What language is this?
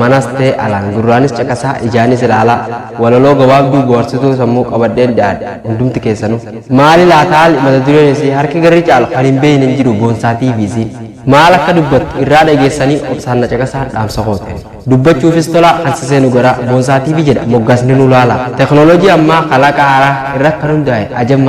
Oromo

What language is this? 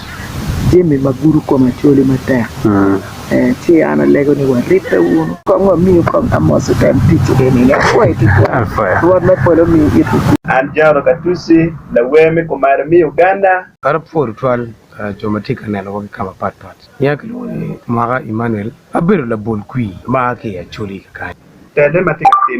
Acoli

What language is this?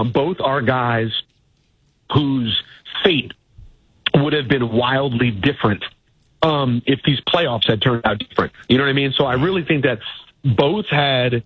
English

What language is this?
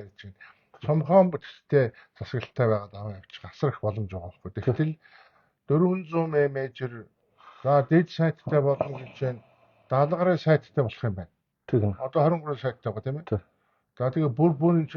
Mongolian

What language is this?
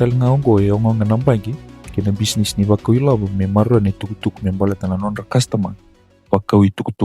Fijian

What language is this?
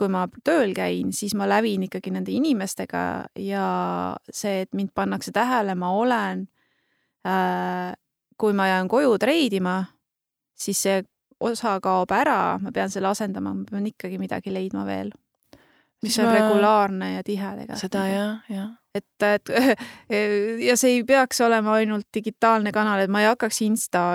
Estonian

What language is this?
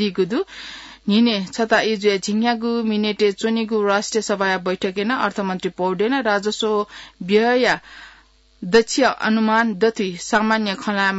Newari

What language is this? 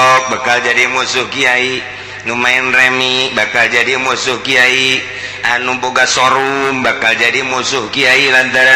Sundanese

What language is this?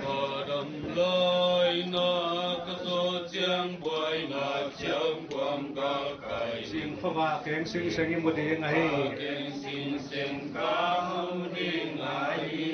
Paite Chin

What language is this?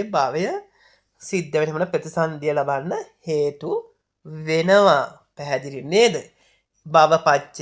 Sinhala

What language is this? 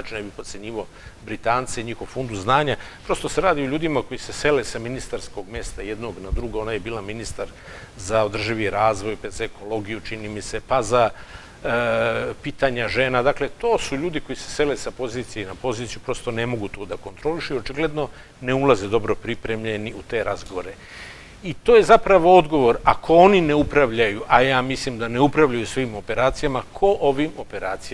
Serbian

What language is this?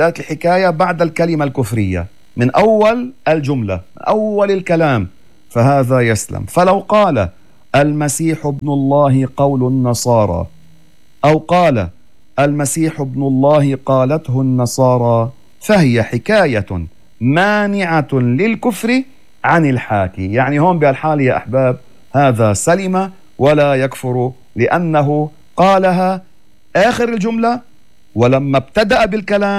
North Levantine Arabic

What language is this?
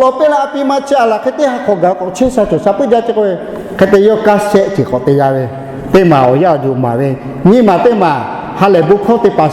Lahu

